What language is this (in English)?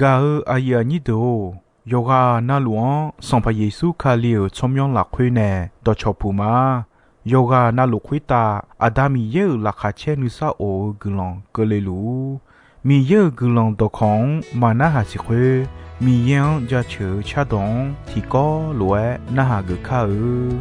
Akha